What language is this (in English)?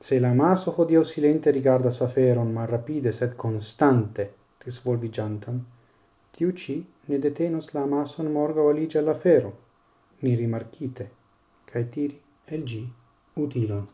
Esperanto